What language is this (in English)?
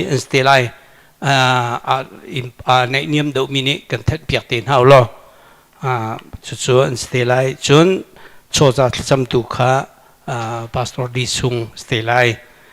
Hakha Chin